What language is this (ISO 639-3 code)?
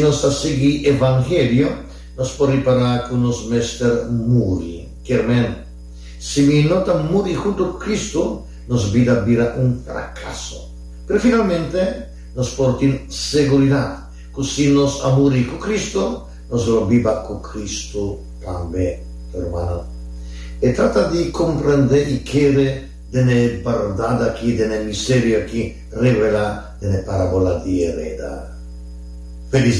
pap